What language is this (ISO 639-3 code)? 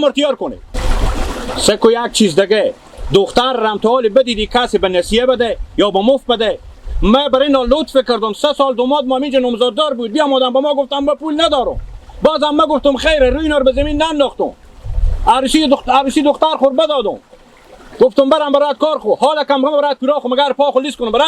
haz